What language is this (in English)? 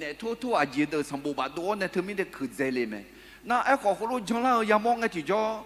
Akha